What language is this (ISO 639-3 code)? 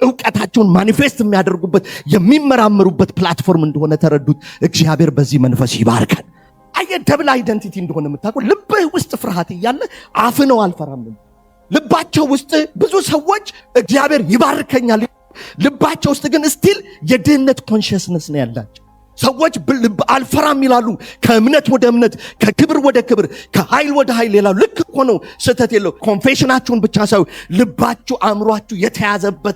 amh